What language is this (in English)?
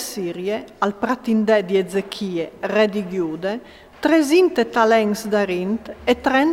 Friulian